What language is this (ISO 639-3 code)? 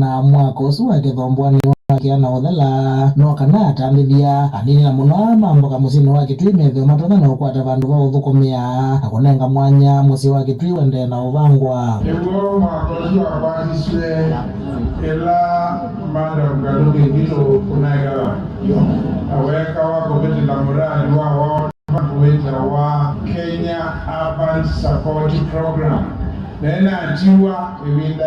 kam